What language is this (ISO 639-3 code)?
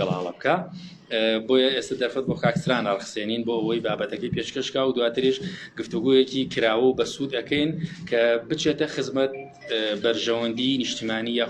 ckb